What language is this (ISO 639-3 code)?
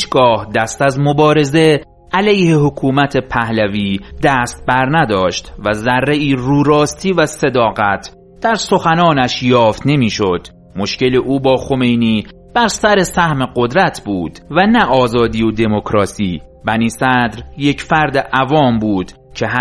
fas